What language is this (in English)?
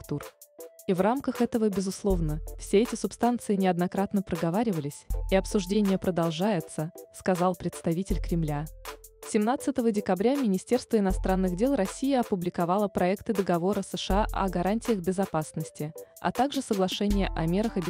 Russian